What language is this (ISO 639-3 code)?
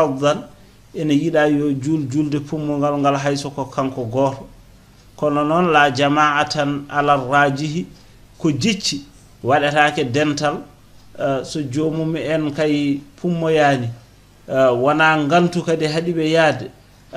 ful